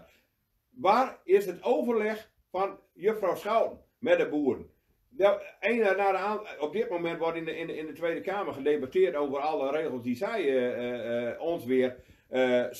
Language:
Dutch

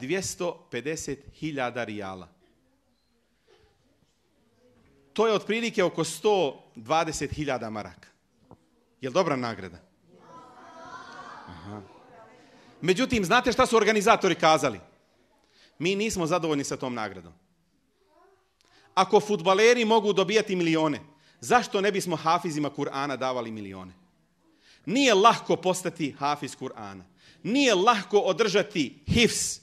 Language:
Bosnian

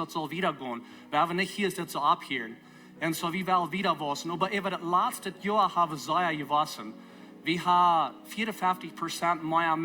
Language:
Plautdietsch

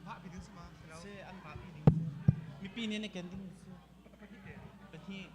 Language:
Hakha Chin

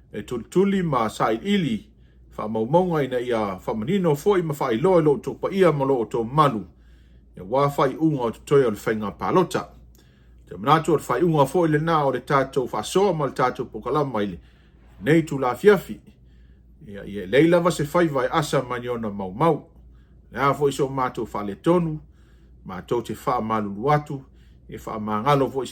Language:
Samoan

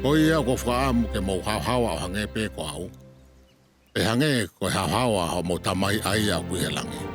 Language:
Tongan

